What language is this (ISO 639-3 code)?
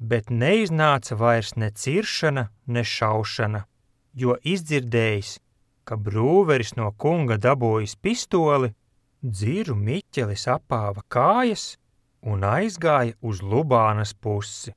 lav